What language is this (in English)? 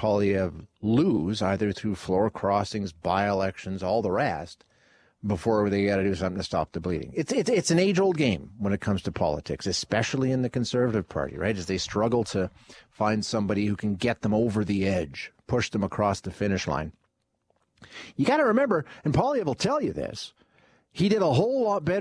English